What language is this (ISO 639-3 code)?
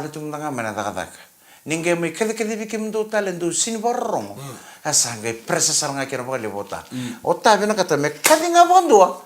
fij